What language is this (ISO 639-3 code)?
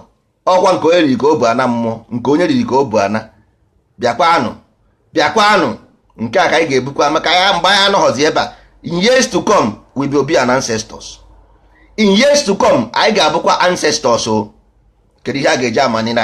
ibo